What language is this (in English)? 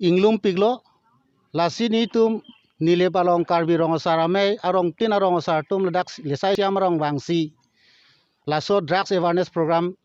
Karbi